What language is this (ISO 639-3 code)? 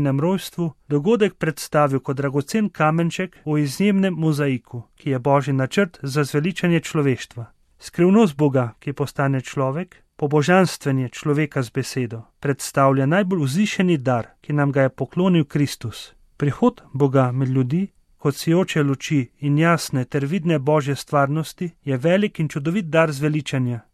slv